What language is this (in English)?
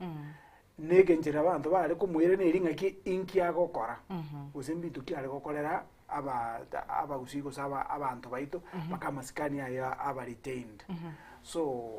Gusii